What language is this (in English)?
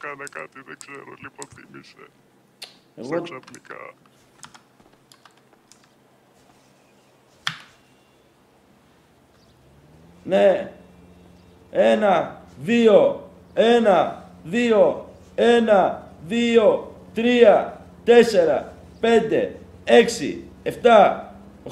Greek